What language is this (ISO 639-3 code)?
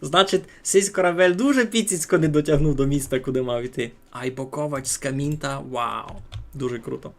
rue